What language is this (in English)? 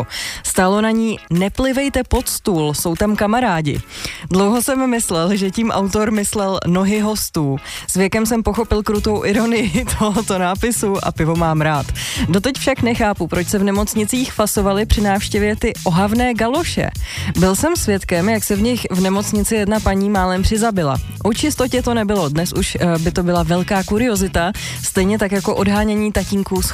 Czech